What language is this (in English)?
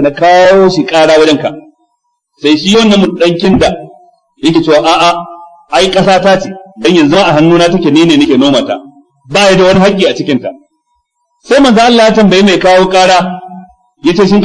Hausa